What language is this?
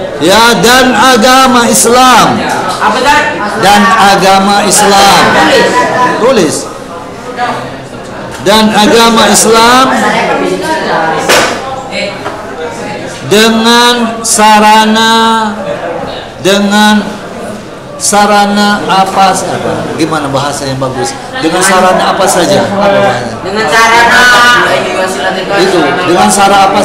Indonesian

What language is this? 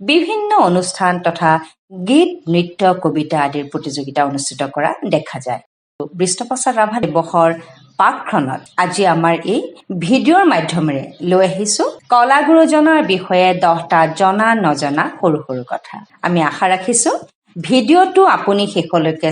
Assamese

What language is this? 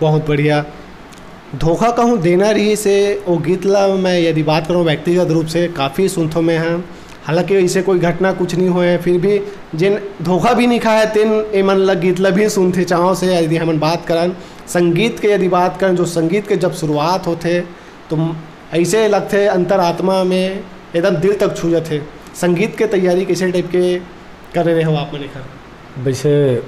Chhattisgarhi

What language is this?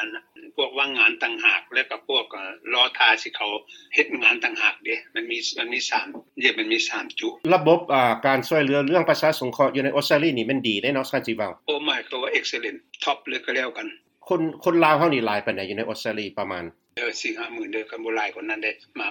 Lao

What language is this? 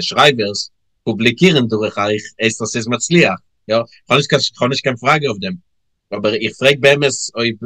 Yiddish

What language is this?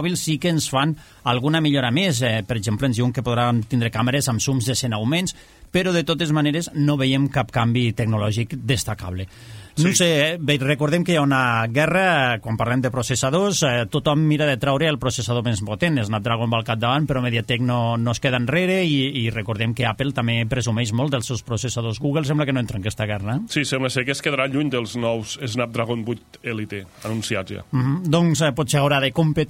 Catalan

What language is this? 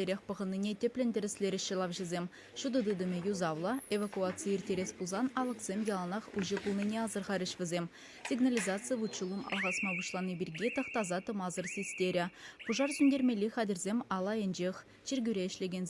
Chuvash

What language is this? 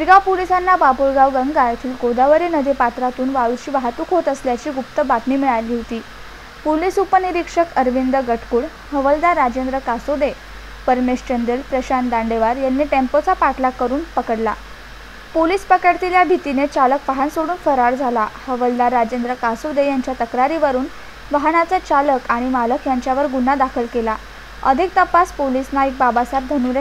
Marathi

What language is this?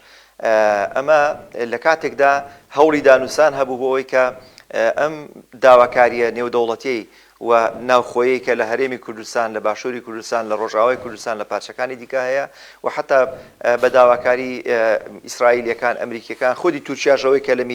Central Kurdish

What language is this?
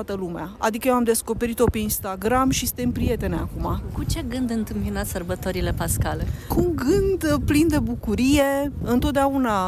Romanian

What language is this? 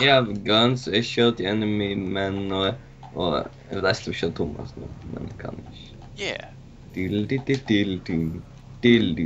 Faroese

